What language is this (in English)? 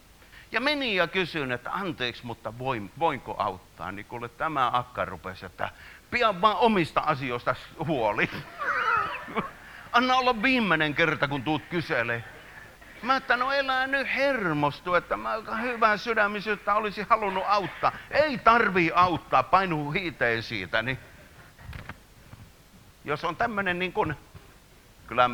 Finnish